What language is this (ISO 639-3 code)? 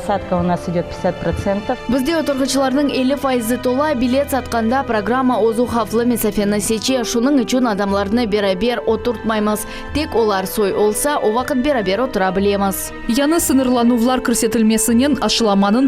crh